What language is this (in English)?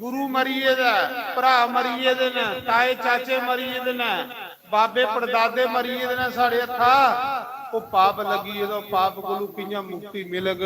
Dogri